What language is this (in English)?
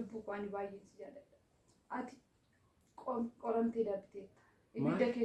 Oromo